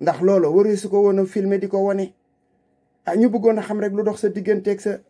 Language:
Wolof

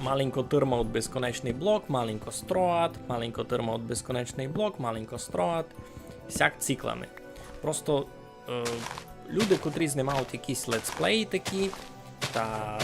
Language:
Rusyn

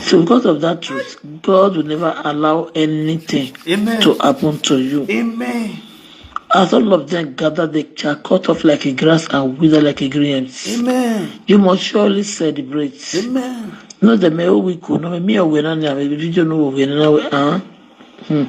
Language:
Nigerian Pidgin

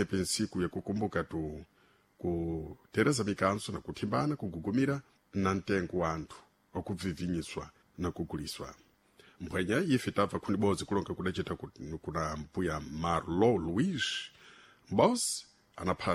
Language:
Sena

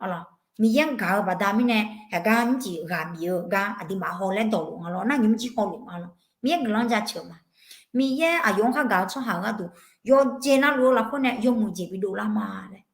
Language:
Akha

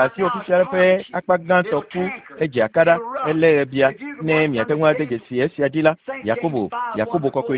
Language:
Ewe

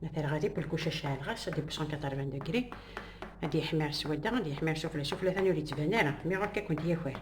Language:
Kabyle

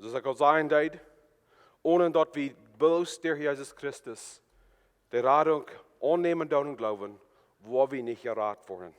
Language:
Plautdietsch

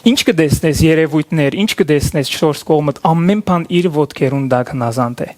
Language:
Western Armenian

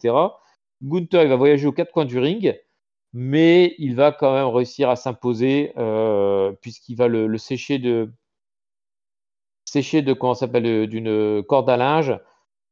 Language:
French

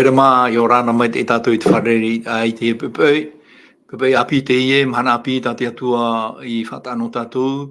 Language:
Tahitian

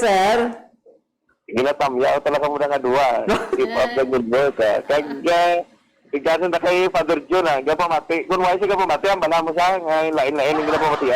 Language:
Hiligaynon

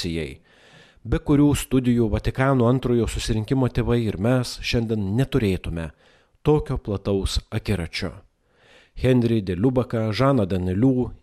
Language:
Lithuanian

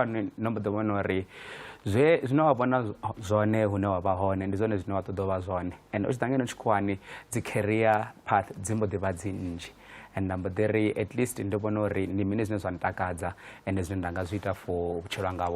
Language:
Venda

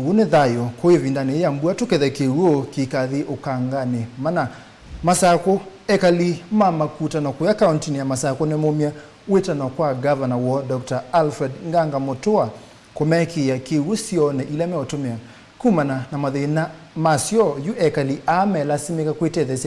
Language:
Kamba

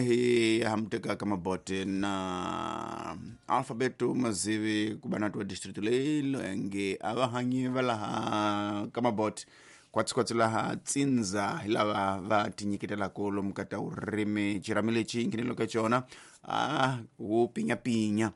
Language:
Tsonga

